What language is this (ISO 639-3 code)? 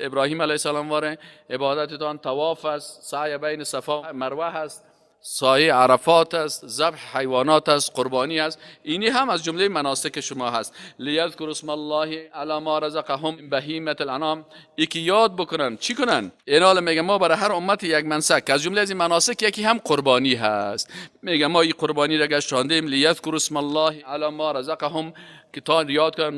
fas